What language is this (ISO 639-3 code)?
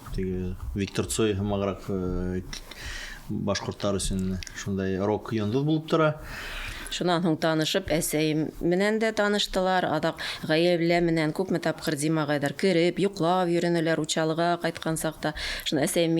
bak